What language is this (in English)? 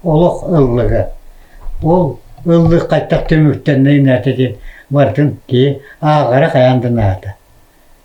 Yakut